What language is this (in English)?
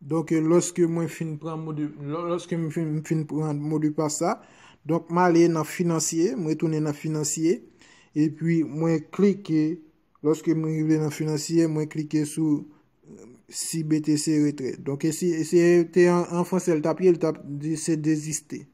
Haitian Creole